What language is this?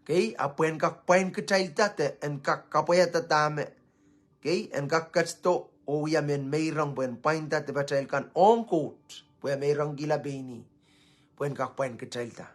Pohnpeian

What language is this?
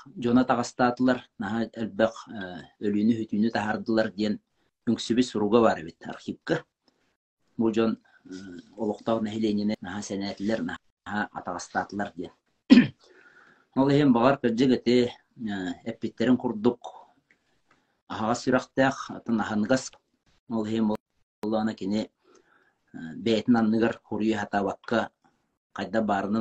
Yakut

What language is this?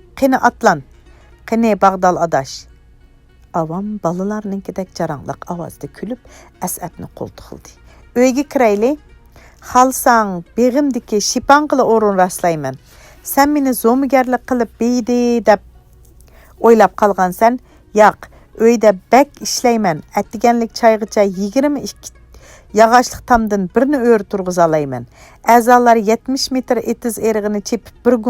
Uyghur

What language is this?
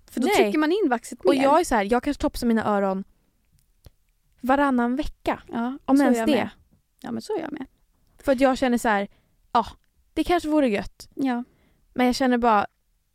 Swedish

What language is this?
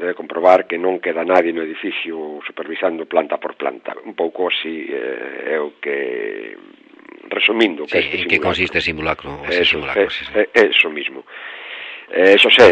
Galician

